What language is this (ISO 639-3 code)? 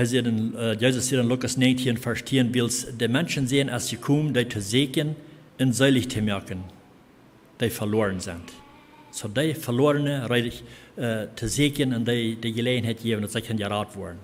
pdt